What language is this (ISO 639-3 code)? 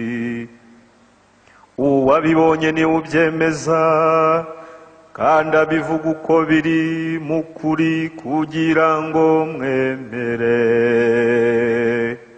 kin